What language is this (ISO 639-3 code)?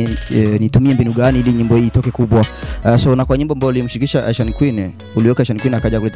swa